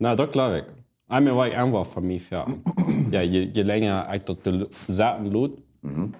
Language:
Plautdietsch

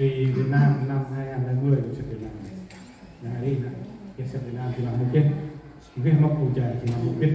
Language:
Central Mnong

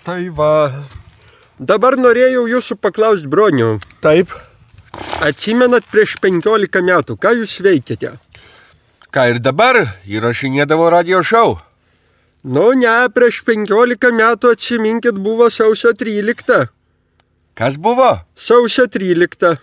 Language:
Lithuanian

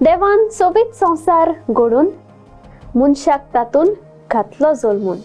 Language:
Konkani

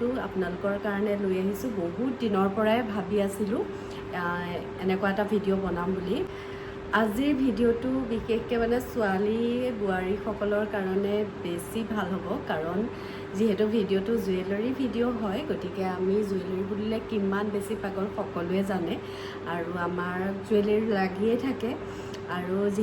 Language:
Assamese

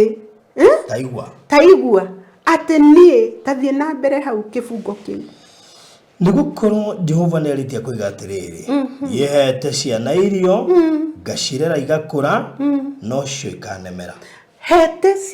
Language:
Kikuyu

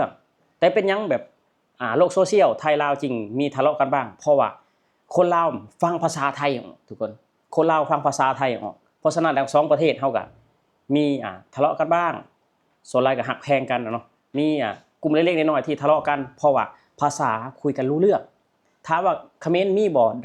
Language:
Lao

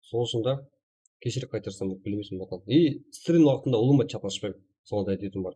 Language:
Kara-Kalpak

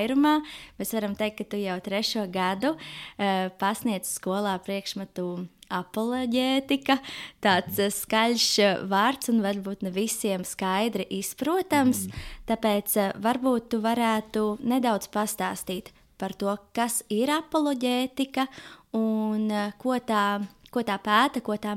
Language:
Latvian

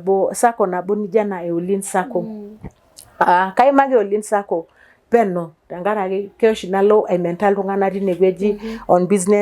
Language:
Masai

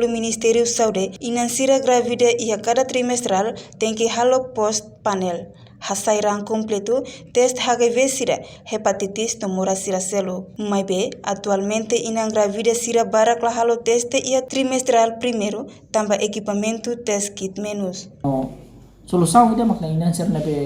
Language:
Tetum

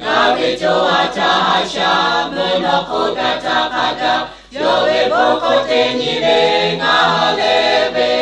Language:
Lahu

